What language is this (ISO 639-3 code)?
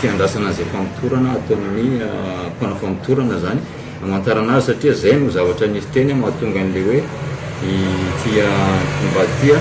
mlg